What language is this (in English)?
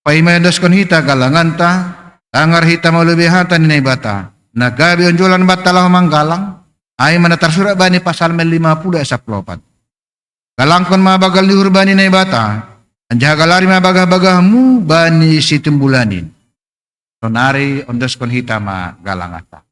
Batak Simalungun